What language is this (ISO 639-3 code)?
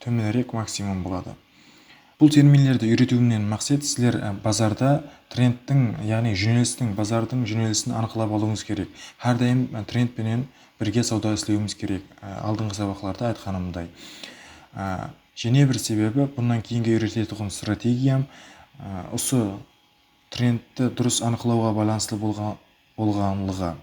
kaa